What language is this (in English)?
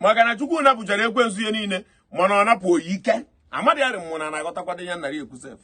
Igbo